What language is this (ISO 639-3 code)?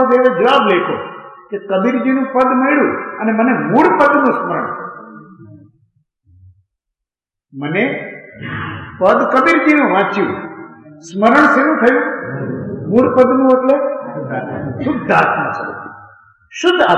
guj